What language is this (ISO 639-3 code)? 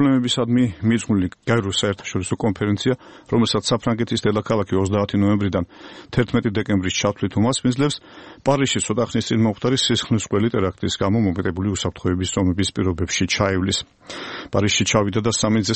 kat